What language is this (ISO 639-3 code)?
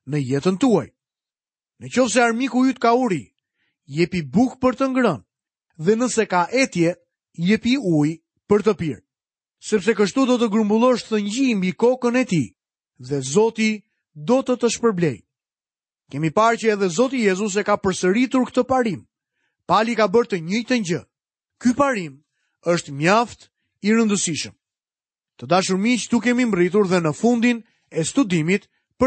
sqi